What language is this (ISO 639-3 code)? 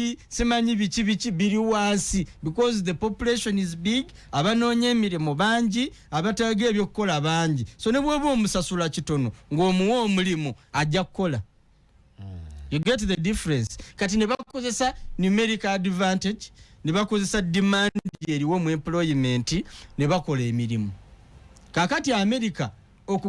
lug